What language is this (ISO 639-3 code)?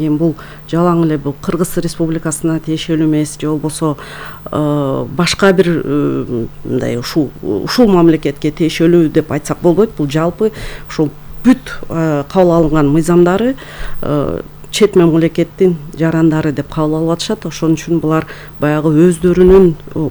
kir